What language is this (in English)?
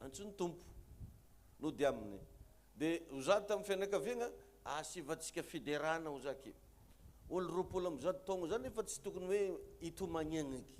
Malagasy